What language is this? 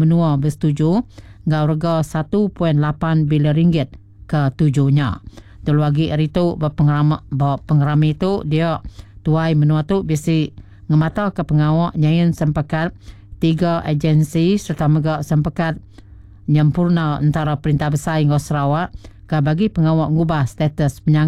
Iban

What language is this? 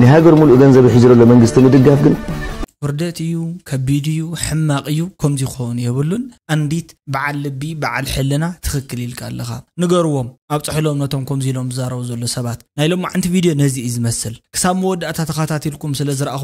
Tigrinya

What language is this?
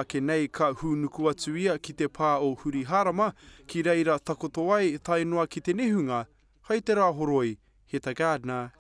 Māori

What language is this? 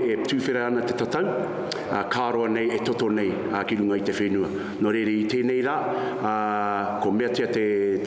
Māori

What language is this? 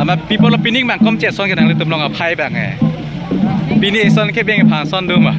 Karbi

